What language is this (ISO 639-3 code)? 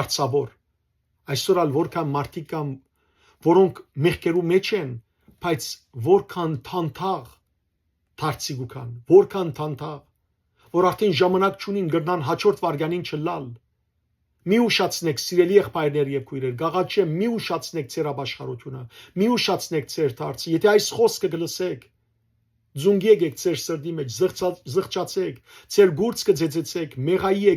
hyw